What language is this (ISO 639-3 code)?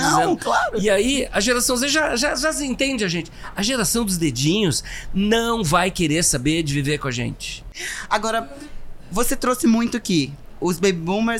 por